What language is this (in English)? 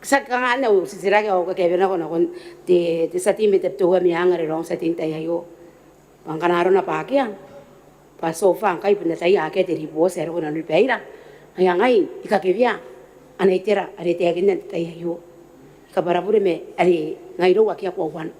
Gilbertese